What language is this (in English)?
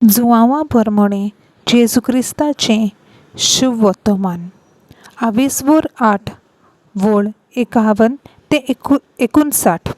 Konkani